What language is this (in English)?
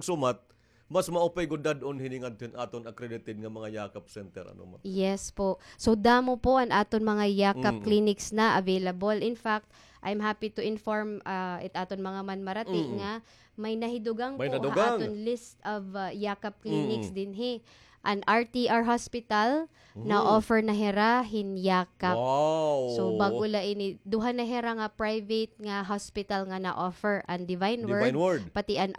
Waray